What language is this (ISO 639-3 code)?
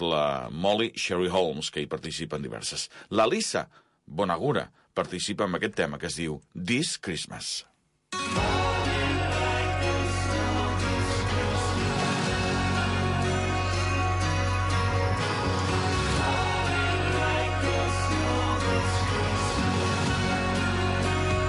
cat